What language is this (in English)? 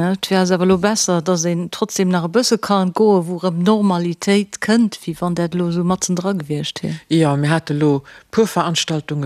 Luxembourgish